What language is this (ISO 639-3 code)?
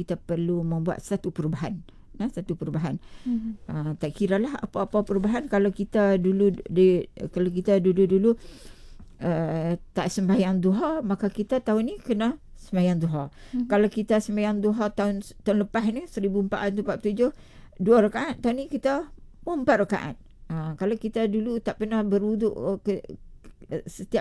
msa